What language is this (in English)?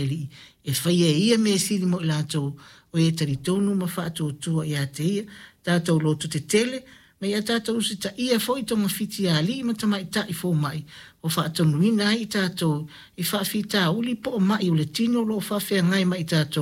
Samoan